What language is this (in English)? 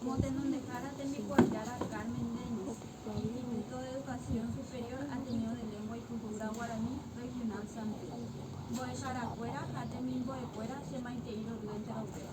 Guarani